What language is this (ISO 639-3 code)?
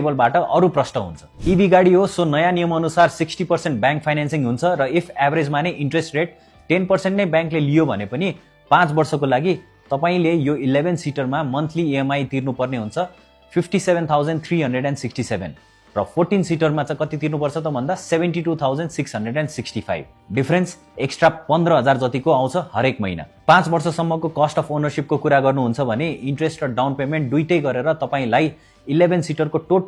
nep